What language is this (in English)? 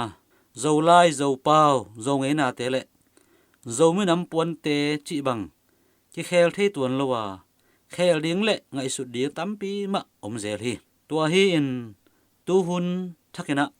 Tedim Chin